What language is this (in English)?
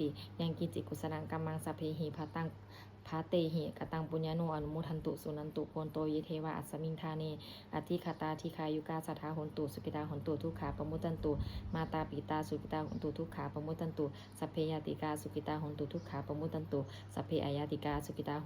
Pali